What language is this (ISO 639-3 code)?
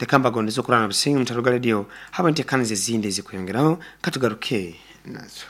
nyn